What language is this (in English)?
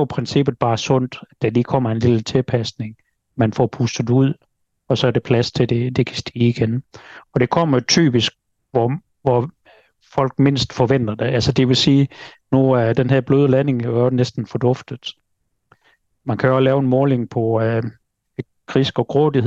Danish